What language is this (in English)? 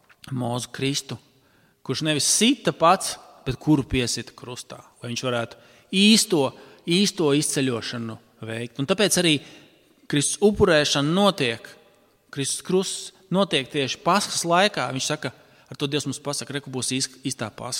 Latvian